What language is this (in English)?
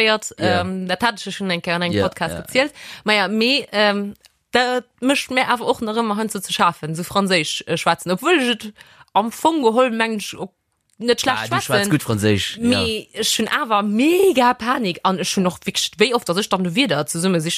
Luxembourgish